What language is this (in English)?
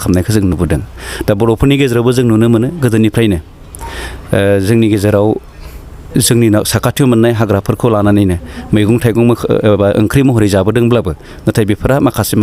Bodo